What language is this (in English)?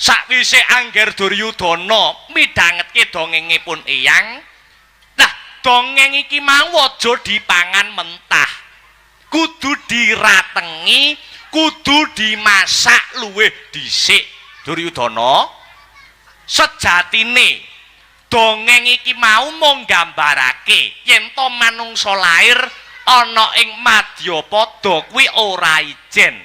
Javanese